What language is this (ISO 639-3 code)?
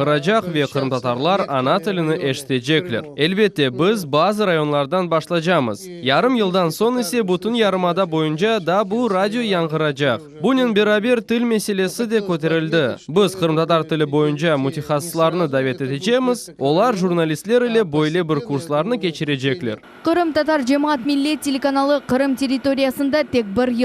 crh